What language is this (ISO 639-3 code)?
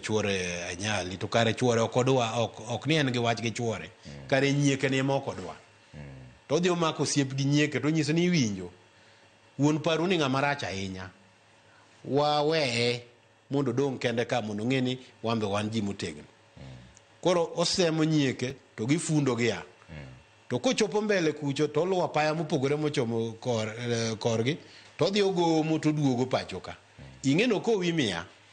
luo